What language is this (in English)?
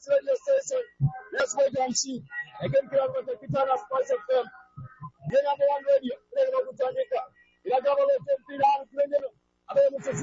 Swahili